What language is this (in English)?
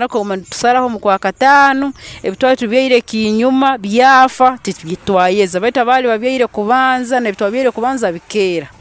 Nyankole